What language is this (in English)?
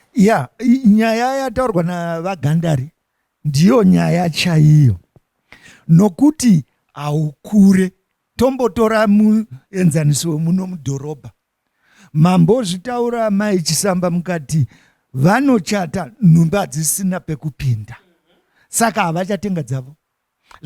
Shona